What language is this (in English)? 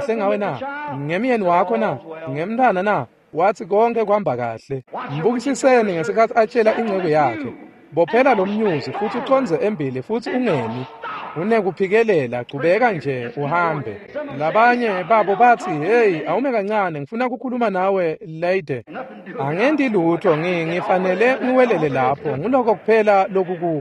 Swati